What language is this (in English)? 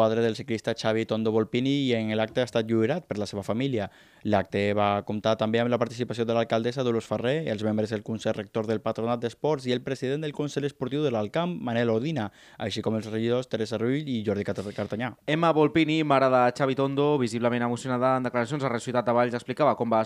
Catalan